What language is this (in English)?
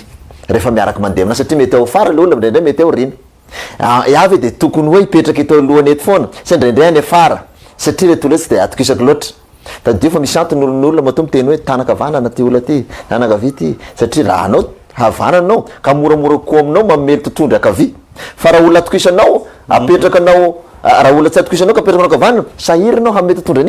Malagasy